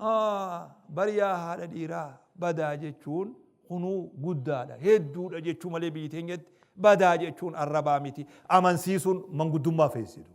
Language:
Oromo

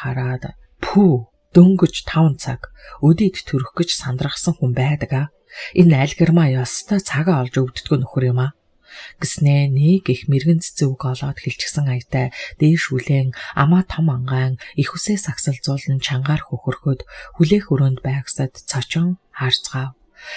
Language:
Mongolian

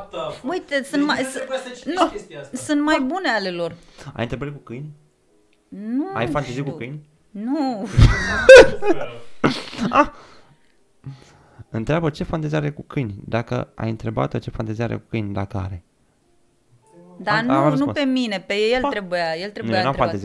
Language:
Romanian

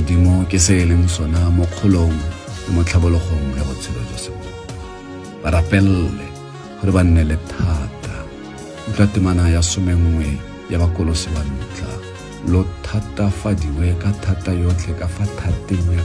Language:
Tswana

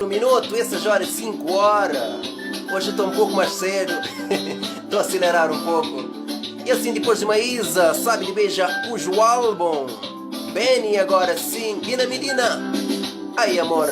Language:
Kabuverdianu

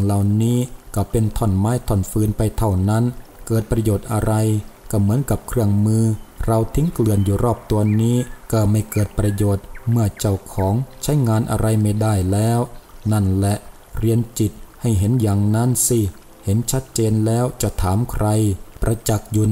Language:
Thai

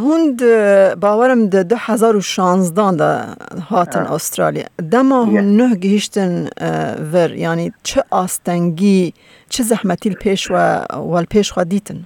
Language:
Kurdish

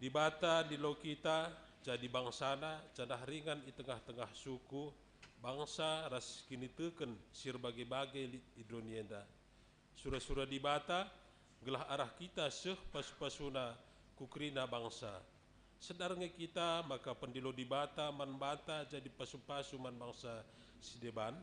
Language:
Batak Karo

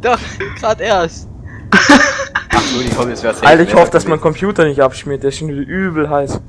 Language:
Bavarian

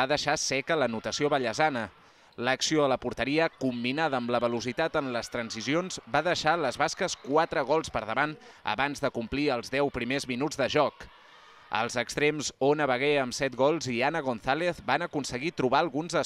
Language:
Catalan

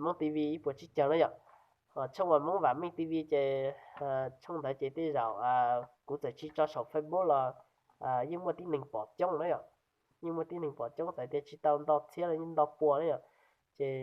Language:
Hmong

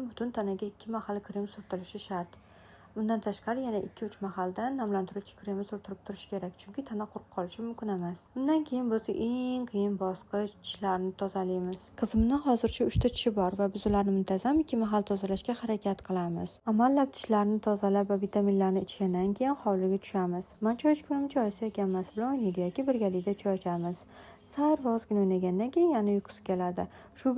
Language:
Uzbek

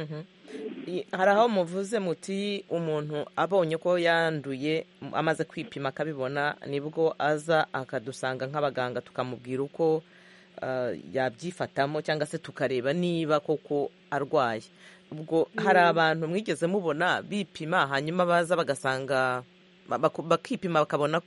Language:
Kinyarwanda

